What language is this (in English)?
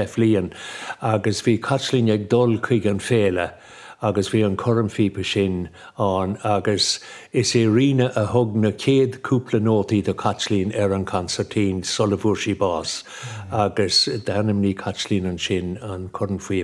Irish